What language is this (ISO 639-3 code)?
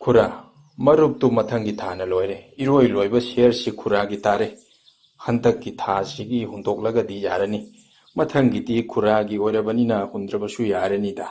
mni